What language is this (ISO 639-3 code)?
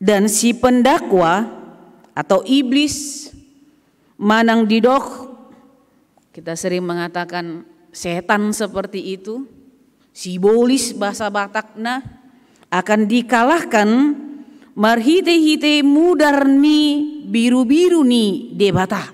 bbc